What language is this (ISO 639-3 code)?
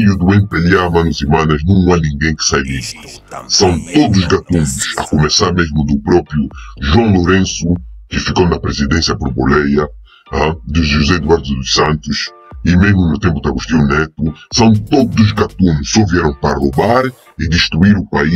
por